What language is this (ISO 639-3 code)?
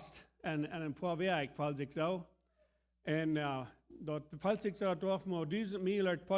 pdt